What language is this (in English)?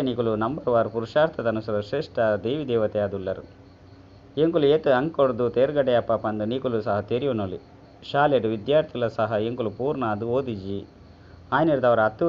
Tulu